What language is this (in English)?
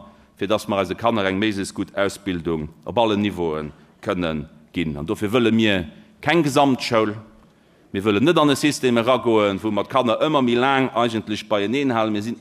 Luxembourgish